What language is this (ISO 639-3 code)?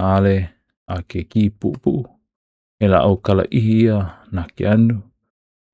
haw